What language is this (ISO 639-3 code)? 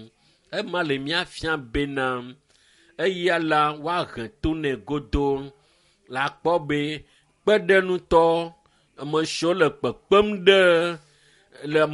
ewe